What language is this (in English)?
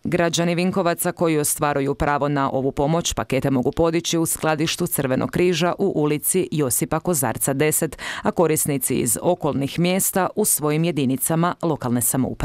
Croatian